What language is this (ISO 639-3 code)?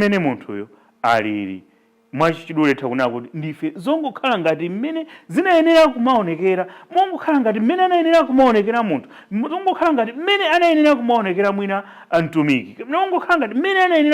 nya